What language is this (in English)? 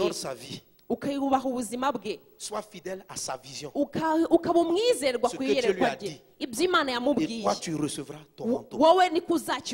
Kinyarwanda